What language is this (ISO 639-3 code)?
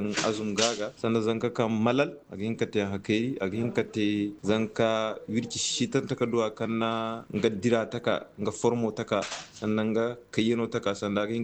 dje